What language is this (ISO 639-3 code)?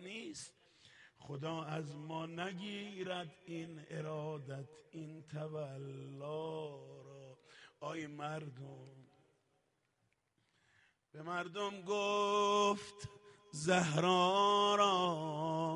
fas